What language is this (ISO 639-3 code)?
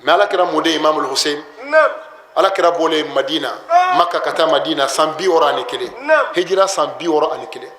bam